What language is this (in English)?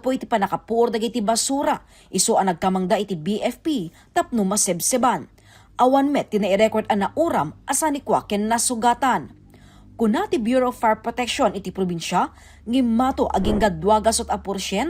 Iloko